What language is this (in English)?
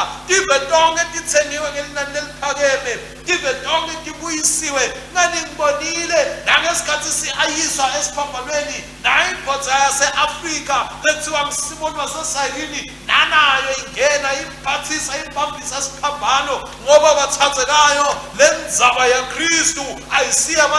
Swati